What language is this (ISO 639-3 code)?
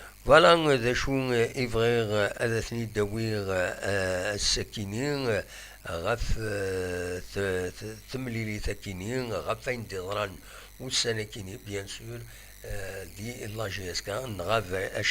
kab